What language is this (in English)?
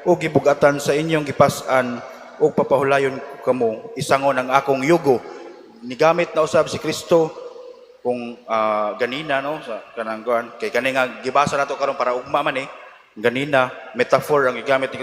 Cebuano